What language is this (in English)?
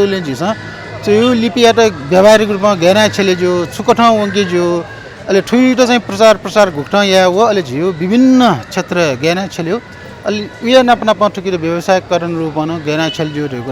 Newari